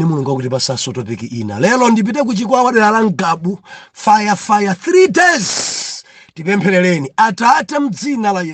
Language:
Nyanja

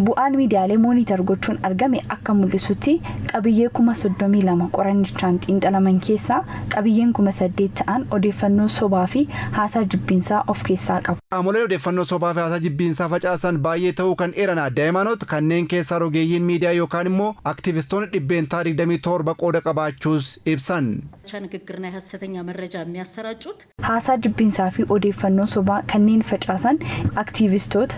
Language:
Oromo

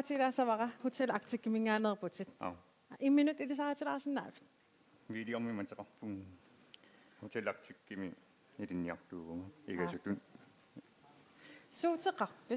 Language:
Kalaallisut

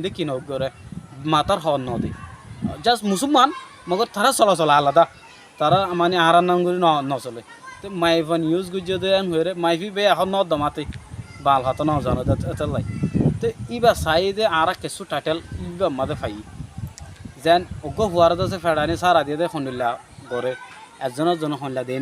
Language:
Rohingya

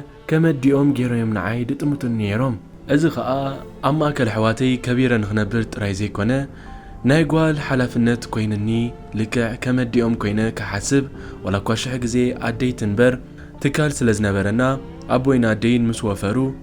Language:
Tigrinya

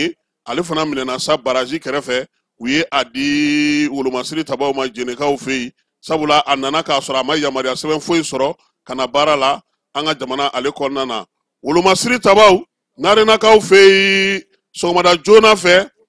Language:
Bambara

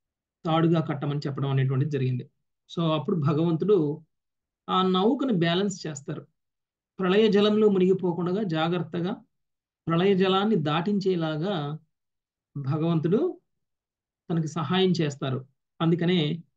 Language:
Telugu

